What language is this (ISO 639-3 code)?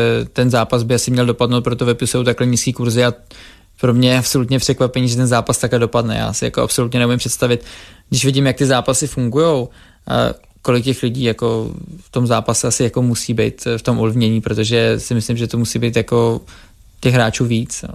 ces